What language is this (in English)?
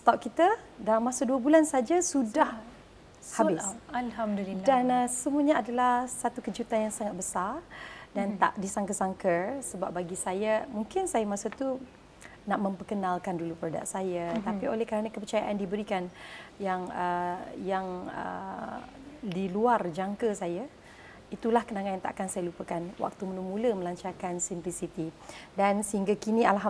Malay